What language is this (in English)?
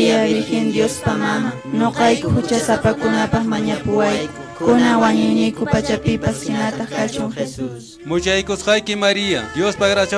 Quechua